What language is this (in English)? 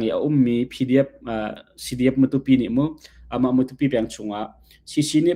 Hakha Chin